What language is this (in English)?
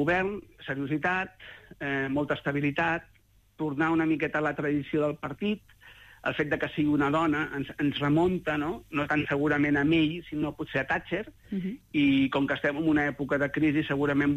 Catalan